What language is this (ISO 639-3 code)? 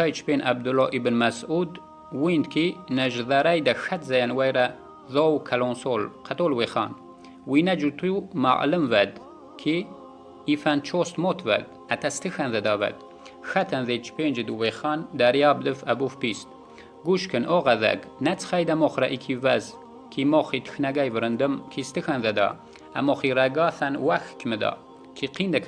yah